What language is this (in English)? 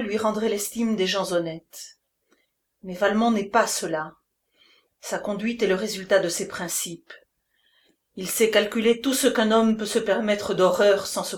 French